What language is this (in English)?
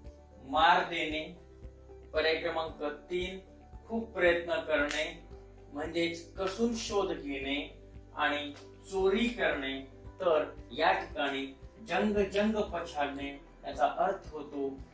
Marathi